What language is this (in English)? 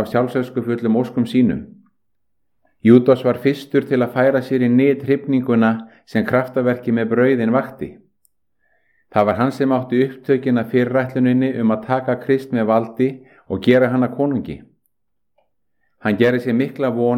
Icelandic